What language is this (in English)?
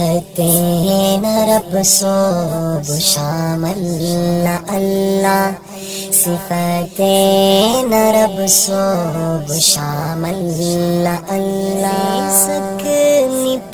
Brahui